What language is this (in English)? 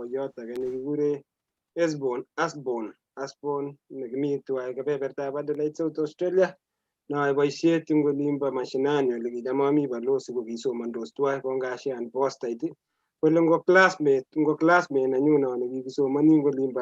Kalenjin